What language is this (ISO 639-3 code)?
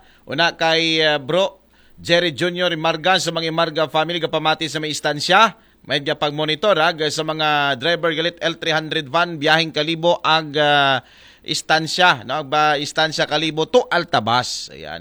akl